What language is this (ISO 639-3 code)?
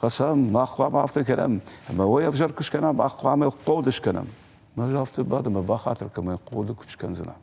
oss